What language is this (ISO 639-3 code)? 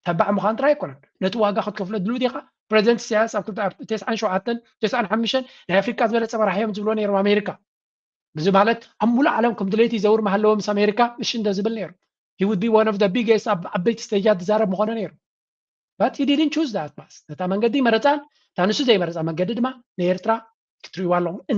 tir